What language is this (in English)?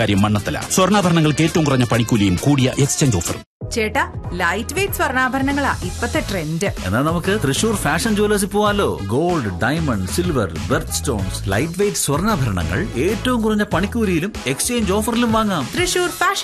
Malayalam